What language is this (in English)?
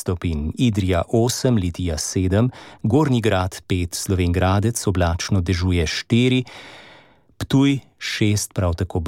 Slovenian